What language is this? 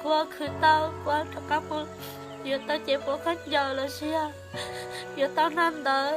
Hmong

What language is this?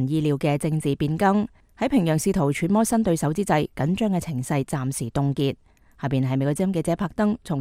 Cantonese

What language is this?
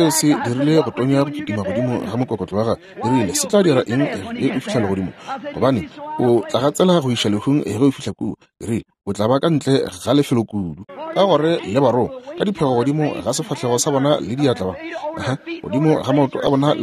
Northern Sotho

